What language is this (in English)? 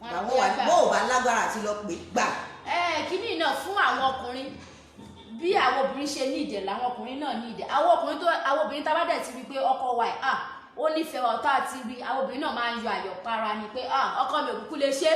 Yoruba